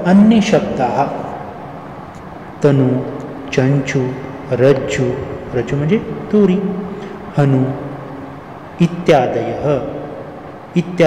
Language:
Marathi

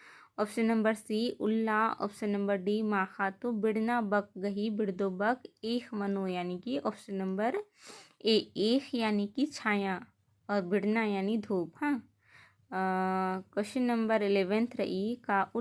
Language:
Kurukh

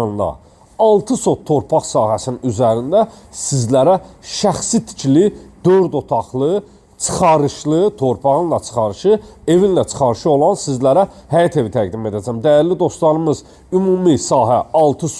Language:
Azerbaijani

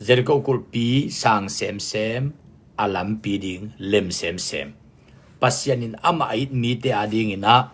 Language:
Tedim Chin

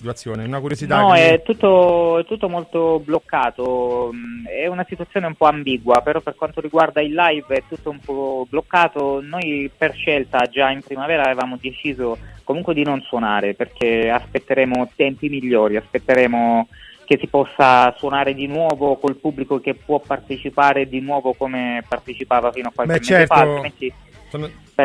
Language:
Italian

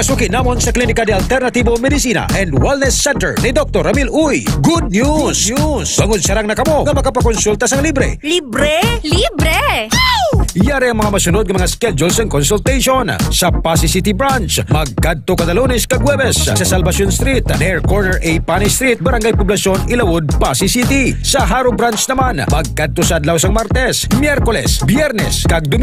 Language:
Hiligaynon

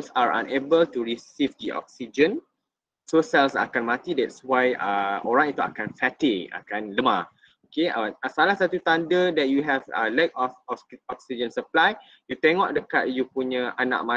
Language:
Malay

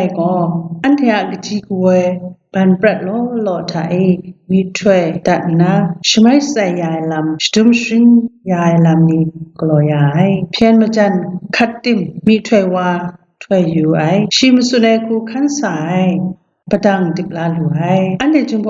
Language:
Kachin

